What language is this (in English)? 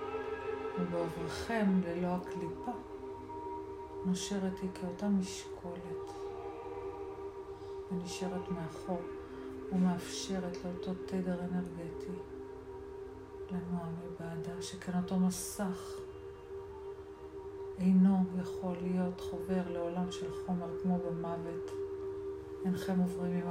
Hebrew